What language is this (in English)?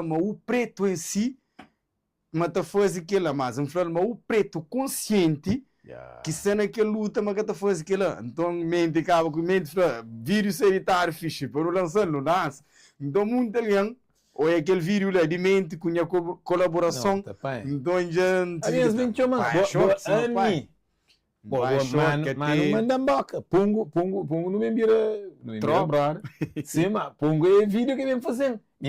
Kabuverdianu